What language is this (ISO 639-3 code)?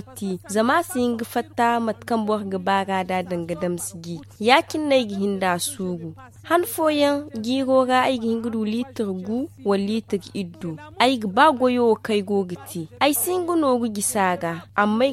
dje